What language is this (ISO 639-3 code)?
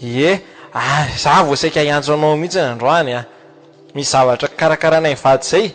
mlg